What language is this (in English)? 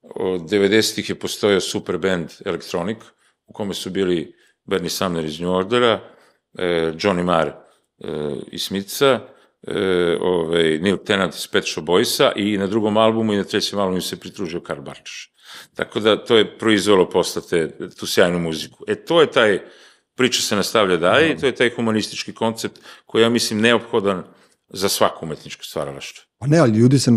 Serbian